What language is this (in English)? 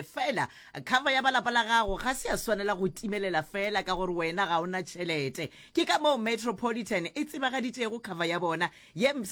Northern Sotho